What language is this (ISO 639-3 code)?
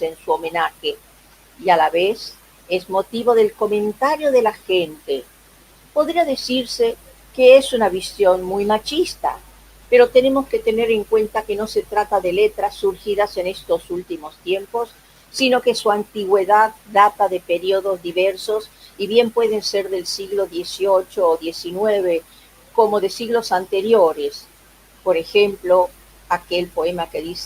lad